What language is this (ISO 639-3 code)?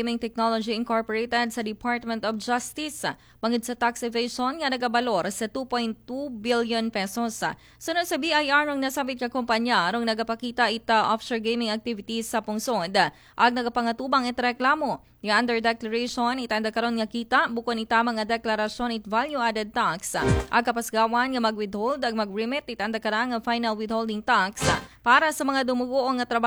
akl